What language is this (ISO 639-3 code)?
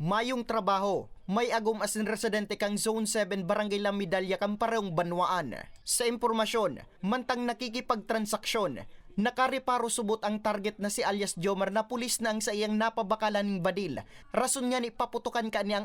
bik